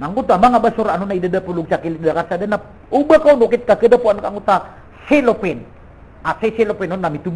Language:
Maranao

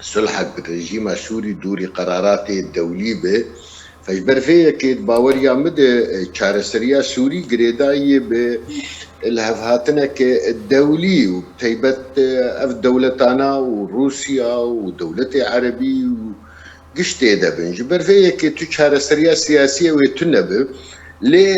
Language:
Kurdish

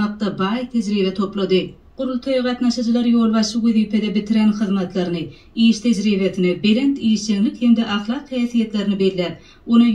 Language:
Turkmen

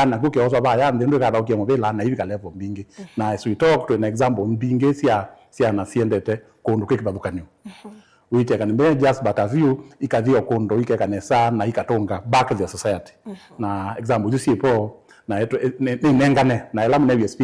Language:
Kamba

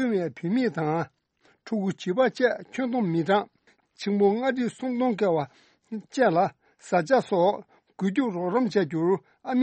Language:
Tibetan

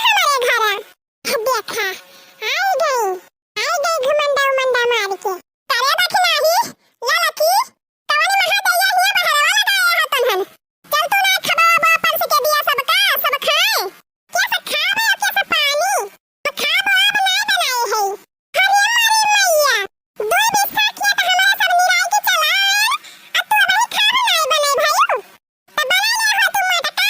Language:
Awadhi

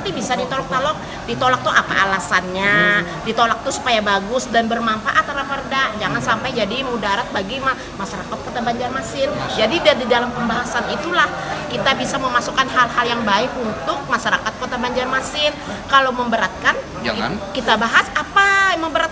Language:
Banjar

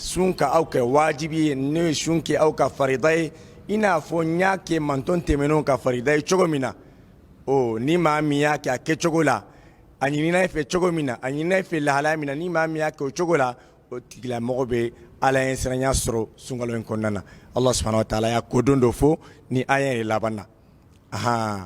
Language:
Bambara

